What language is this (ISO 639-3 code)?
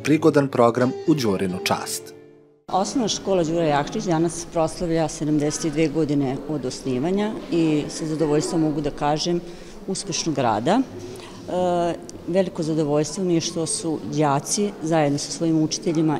srp